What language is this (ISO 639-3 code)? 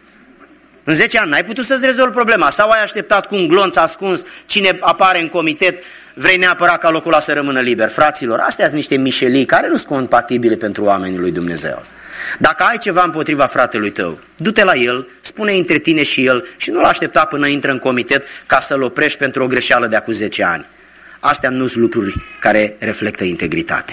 ron